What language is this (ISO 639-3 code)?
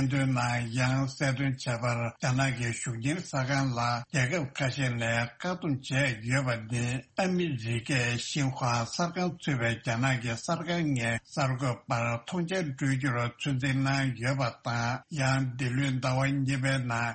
bod